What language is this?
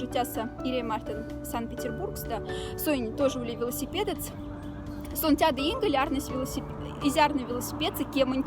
Moksha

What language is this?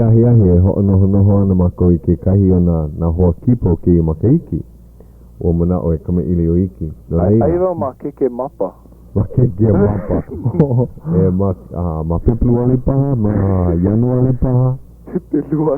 Hawaiian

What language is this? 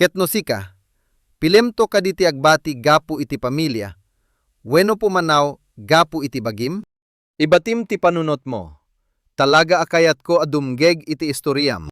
Iloko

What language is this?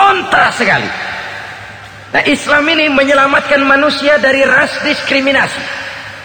Indonesian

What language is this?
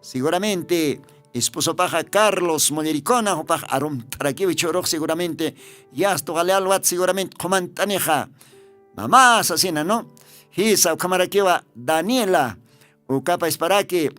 Aymara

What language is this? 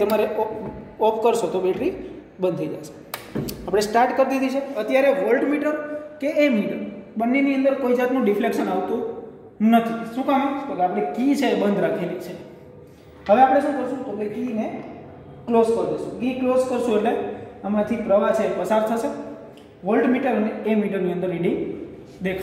Gujarati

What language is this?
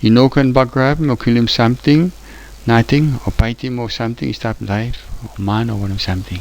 Tok Pisin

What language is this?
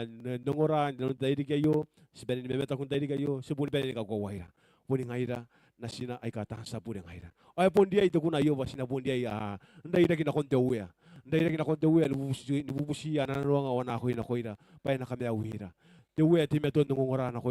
Gilbertese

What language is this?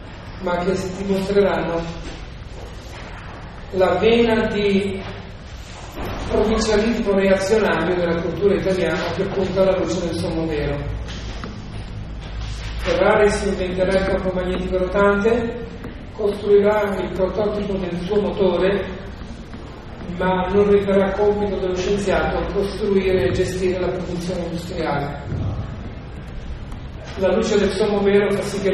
Italian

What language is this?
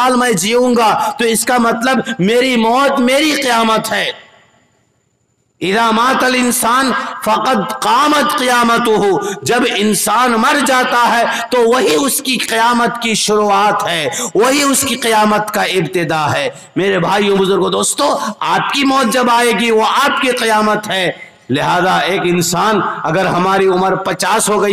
Urdu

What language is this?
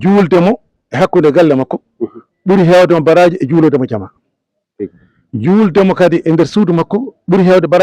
Fula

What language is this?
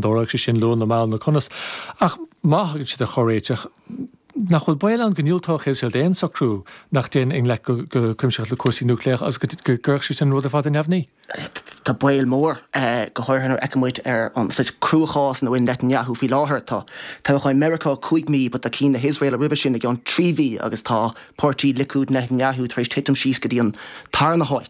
Irish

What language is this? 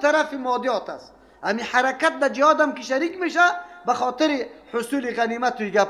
Persian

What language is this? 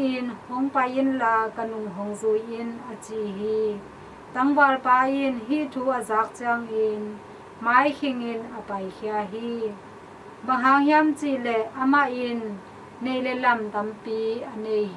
Tedim Chin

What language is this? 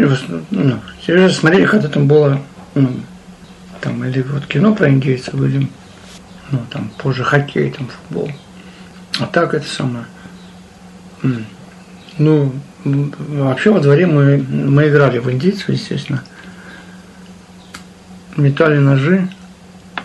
Russian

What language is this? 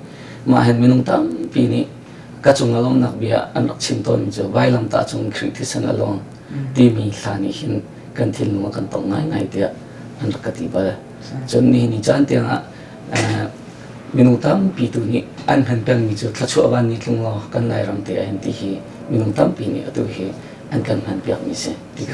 Hakha Chin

